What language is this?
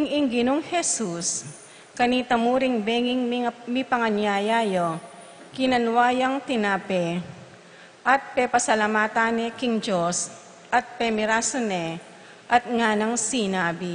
Pampanga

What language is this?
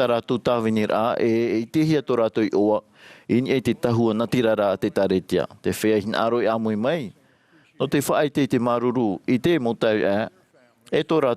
Tahitian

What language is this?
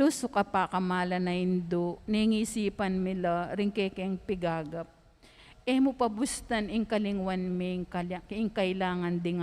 Pampanga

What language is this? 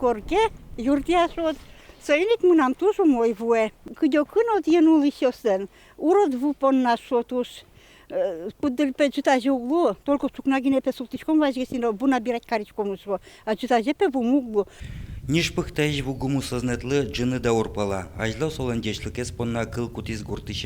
Udmurt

